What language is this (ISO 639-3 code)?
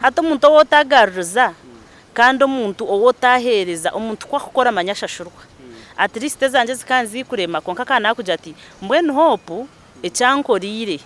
nyn